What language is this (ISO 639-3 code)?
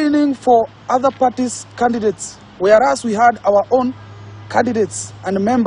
guz